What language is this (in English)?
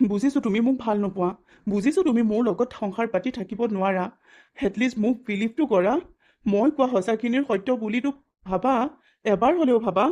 Assamese